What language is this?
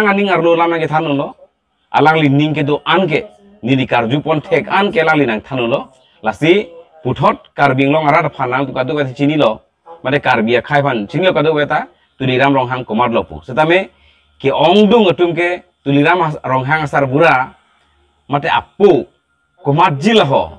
Karbi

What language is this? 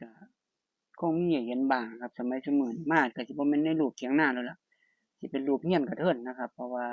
Northeastern Thai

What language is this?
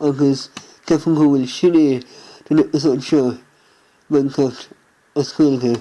Irish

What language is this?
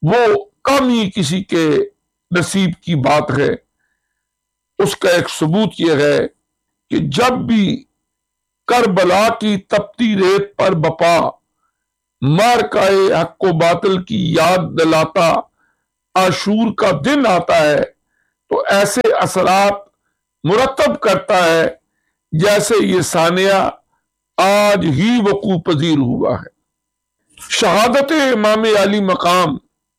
Urdu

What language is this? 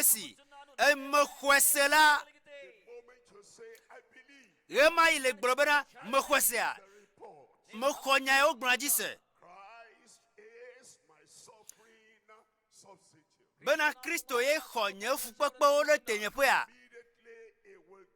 Ewe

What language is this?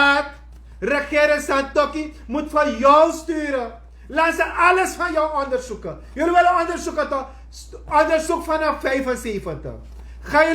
Sranan Tongo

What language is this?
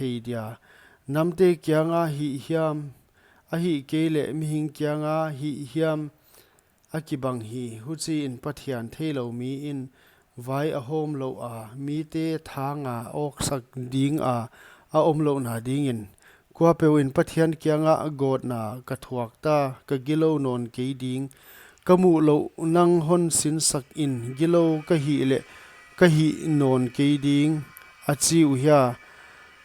Paite Chin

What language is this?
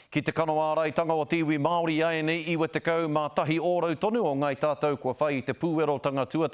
Māori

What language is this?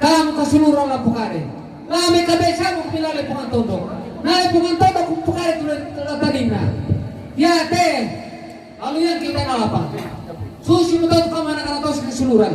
Toraja-Sa'dan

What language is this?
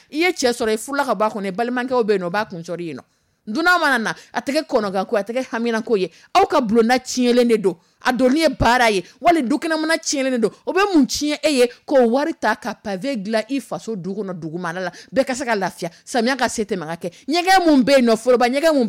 Dyula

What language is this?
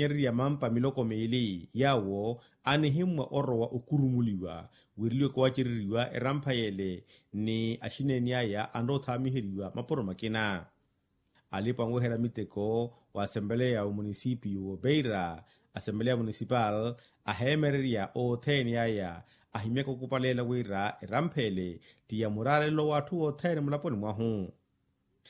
Makhuwa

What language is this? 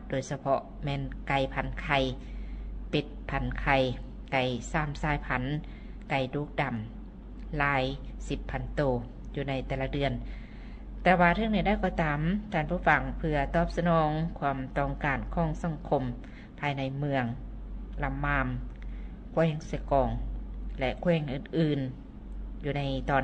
Lao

